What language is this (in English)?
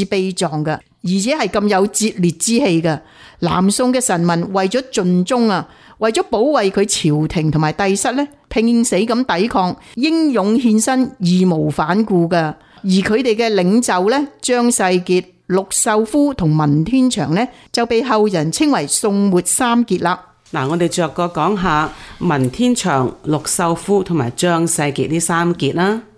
Cantonese